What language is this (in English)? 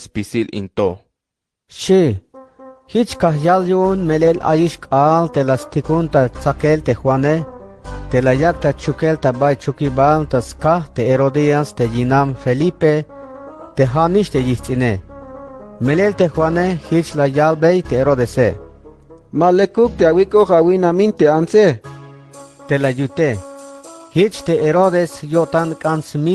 Tzeltal